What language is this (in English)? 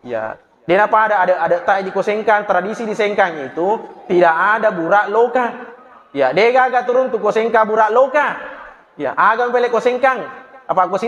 Buginese